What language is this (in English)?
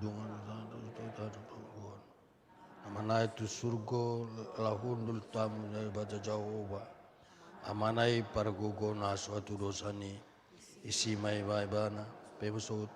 Batak Toba